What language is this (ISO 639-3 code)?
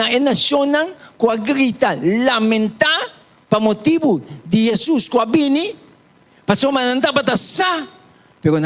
pap